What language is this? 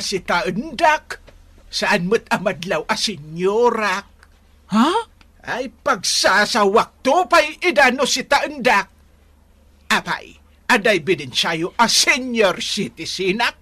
Iloko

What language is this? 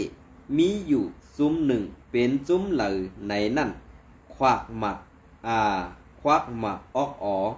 Shan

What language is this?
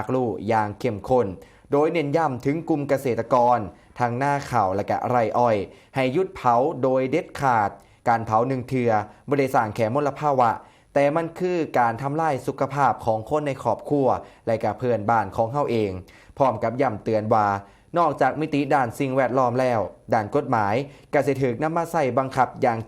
Northeastern Thai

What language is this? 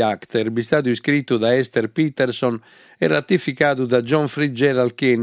Sardinian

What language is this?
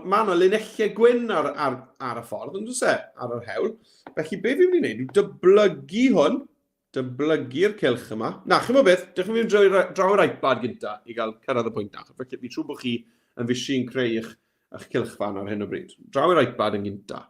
Welsh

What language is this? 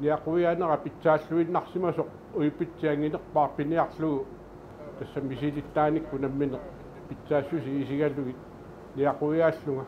Kalaallisut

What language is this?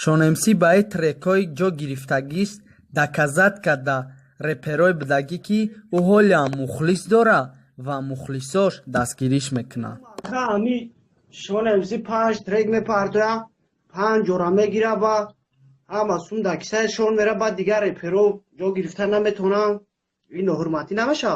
Tajik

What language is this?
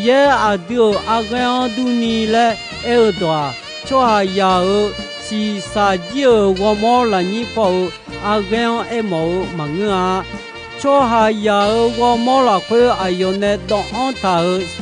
Akha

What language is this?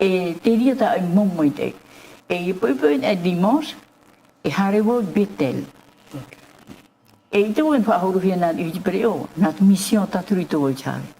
Tahitian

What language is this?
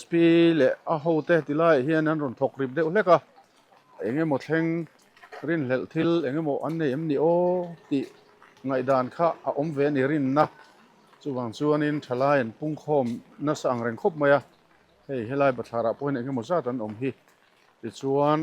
Mizo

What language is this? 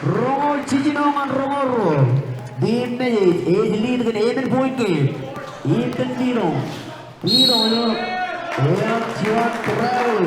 Marshallese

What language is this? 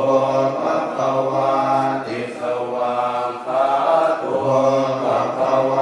Pali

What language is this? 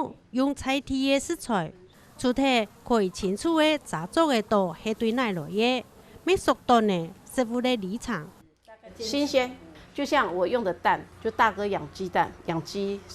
Hakka Chinese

